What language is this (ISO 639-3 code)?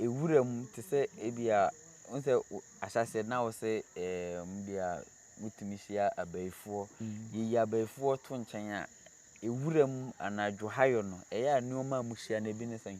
aka